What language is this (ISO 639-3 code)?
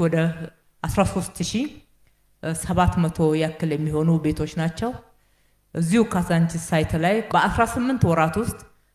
amh